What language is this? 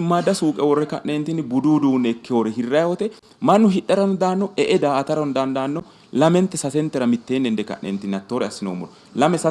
Sidamo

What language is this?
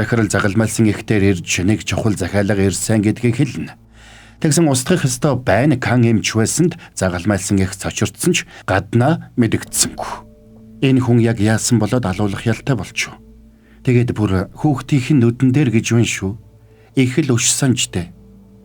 Mongolian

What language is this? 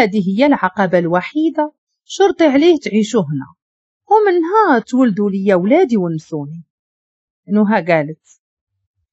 Moroccan Arabic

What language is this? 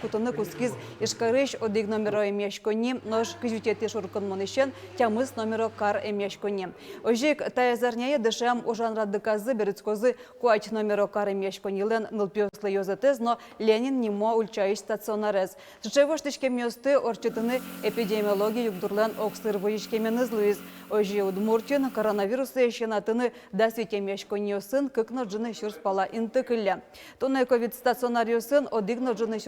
Udmurt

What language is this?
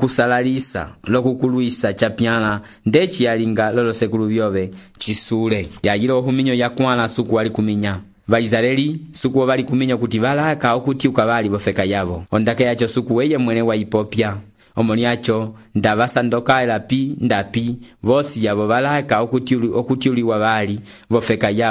Umbundu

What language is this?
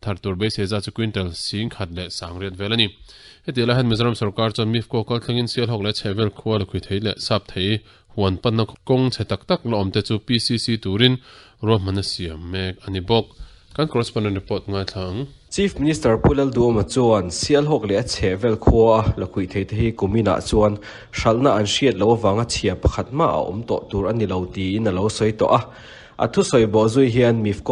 Mizo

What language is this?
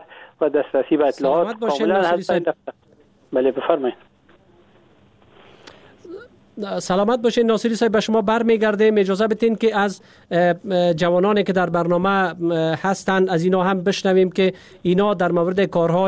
Persian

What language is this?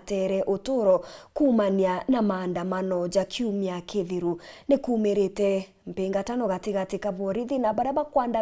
Meru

